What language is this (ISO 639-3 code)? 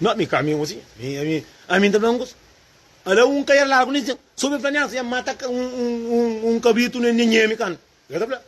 kea